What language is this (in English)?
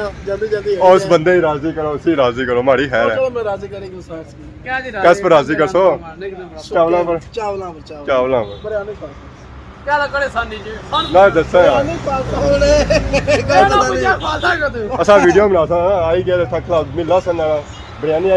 Pahari-Potwari